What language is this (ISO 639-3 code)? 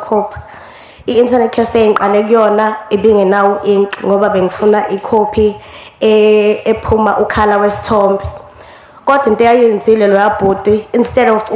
zul